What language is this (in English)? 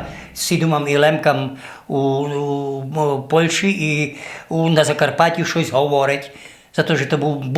Rusyn